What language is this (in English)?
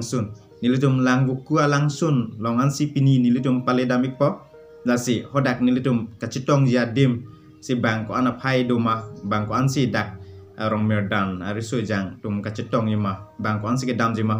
Karbi